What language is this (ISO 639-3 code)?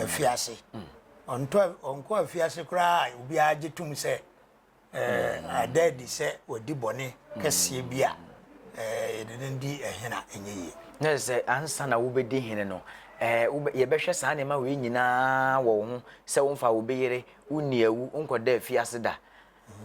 aka